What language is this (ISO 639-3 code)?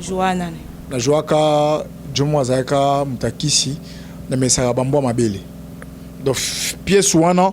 lin